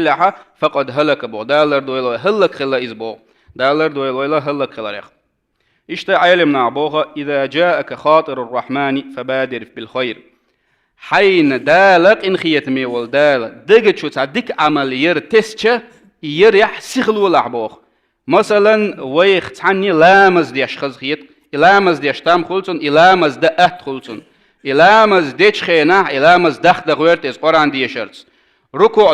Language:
Chechen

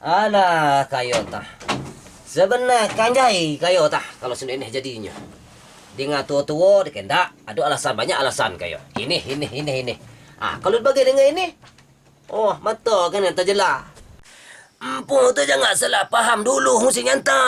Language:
Minangkabau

